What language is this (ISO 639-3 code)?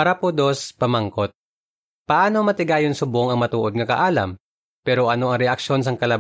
hil